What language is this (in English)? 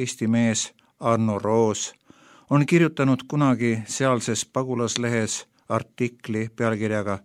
Estonian